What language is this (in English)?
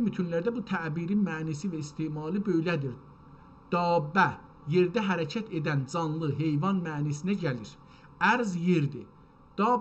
South Azerbaijani